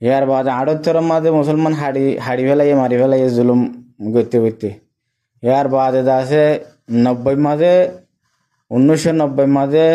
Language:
Rohingya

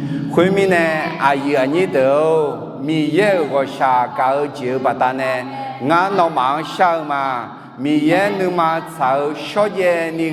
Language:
Akha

